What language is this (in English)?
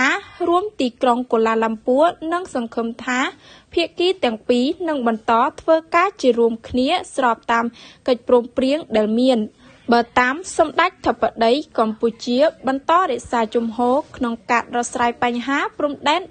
Khmer